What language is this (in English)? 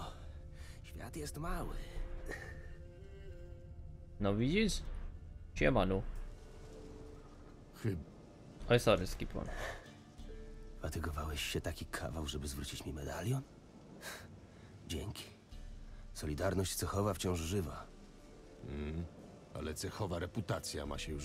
Polish